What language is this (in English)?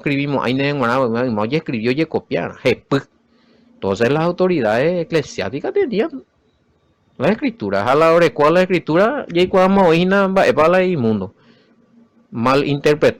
Guarani